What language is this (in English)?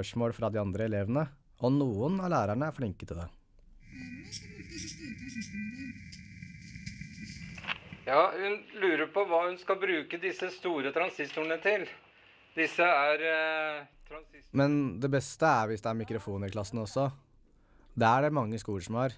Norwegian